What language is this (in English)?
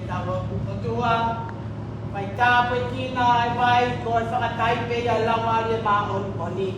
Tongan